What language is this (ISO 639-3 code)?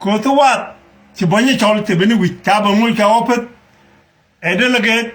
nus